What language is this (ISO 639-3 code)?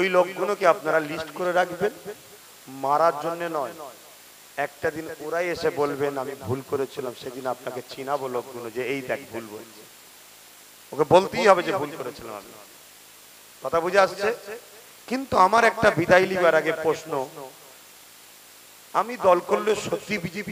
ben